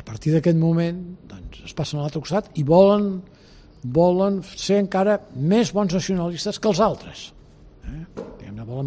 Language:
Catalan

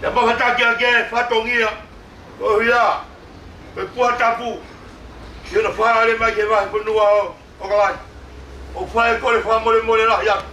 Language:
Tongan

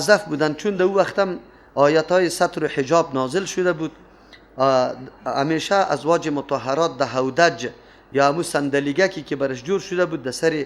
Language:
Persian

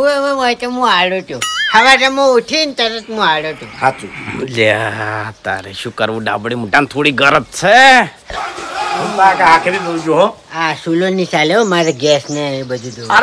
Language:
Gujarati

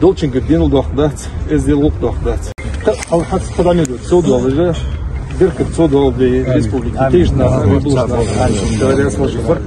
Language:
Ingush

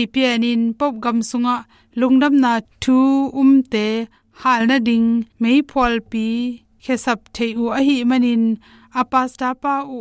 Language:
Tedim Chin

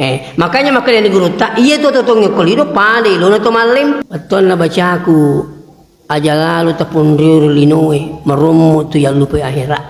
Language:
Buginese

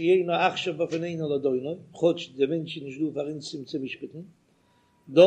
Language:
Yiddish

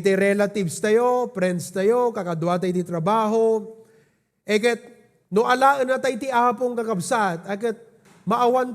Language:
Iloko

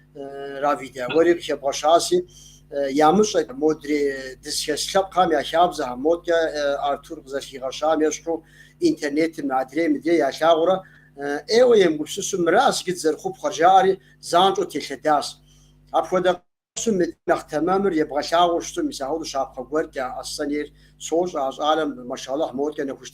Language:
Kabardian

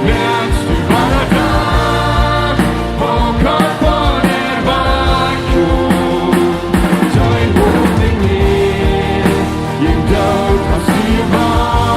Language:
Plautdietsch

